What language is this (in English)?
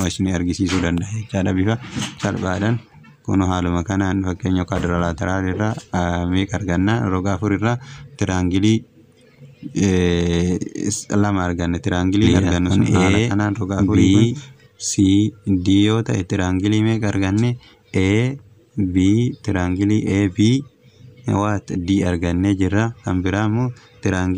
Oromo